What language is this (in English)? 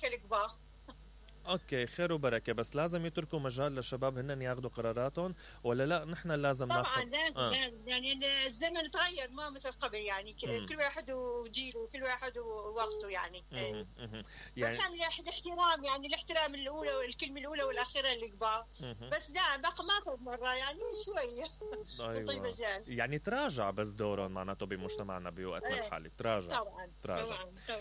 Mesopotamian Arabic